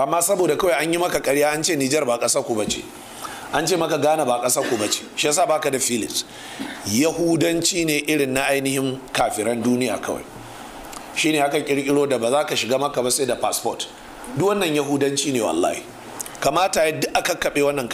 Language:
Hausa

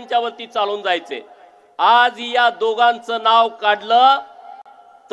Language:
Marathi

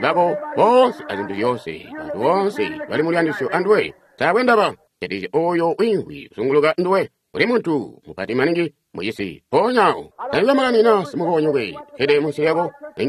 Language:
Tonga (Zambia)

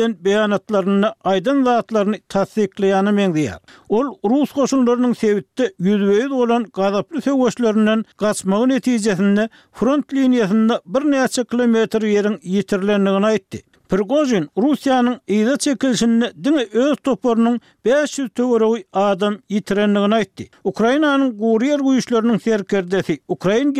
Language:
Turkmen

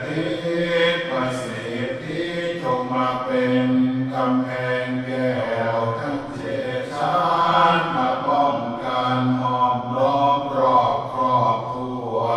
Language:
Pali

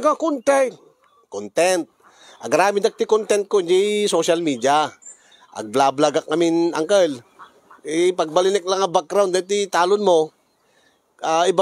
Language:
Iloko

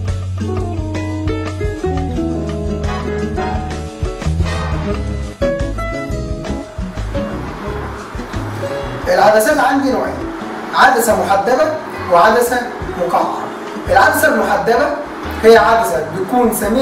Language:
Egyptian Arabic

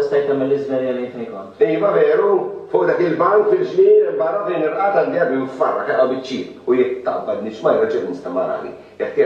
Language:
Maltese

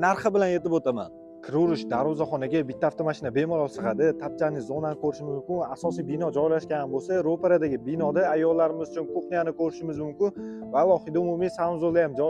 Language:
Uzbek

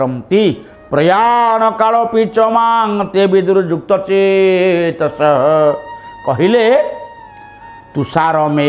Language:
Odia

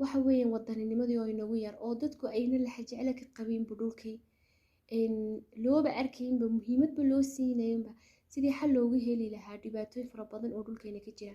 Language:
Somali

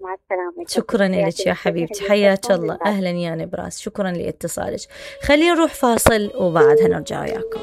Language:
Mesopotamian Arabic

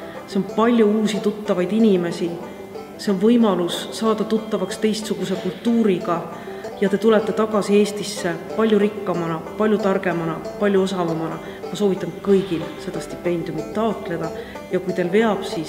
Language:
Estonian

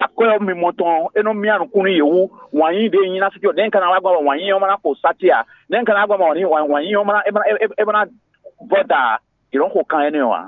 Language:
Fon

